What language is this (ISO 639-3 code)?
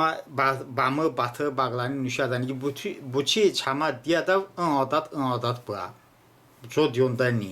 tly